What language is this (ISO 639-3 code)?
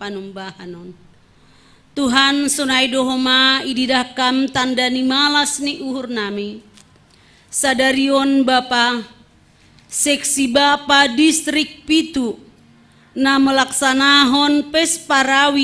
bts